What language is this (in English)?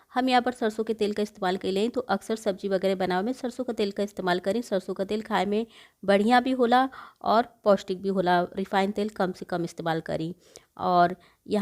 Bhojpuri